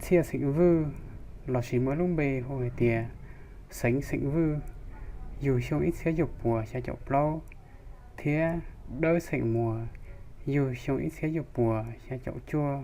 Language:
Hmong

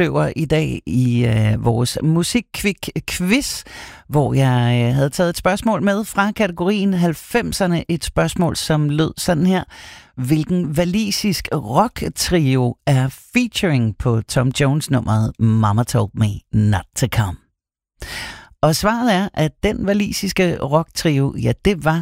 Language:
Danish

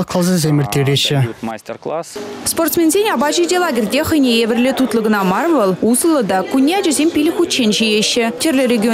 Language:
Chuvash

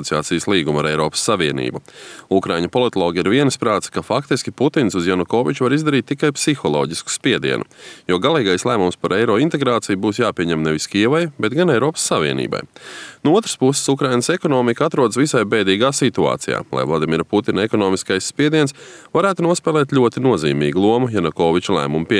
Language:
Latvian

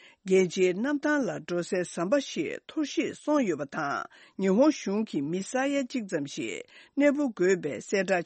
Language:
Tibetan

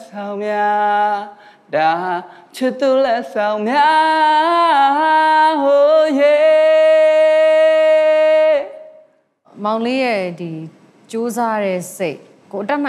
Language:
Burmese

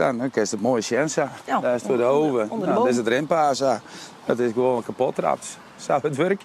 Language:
Western Frisian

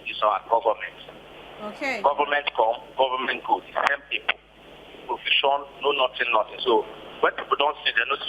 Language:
Nigerian Pidgin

